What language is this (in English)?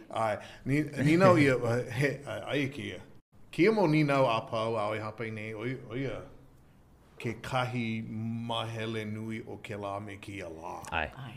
Hawaiian